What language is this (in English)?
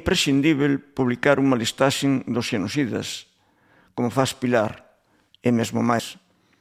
Galician